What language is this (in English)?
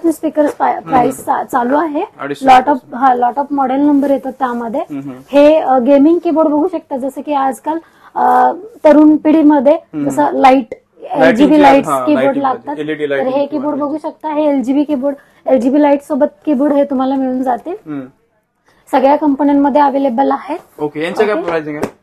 Marathi